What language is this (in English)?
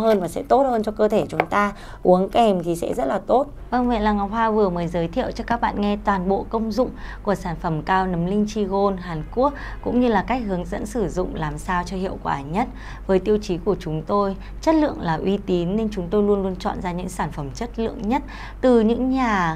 Vietnamese